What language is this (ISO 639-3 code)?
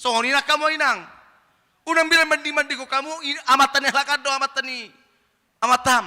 bbc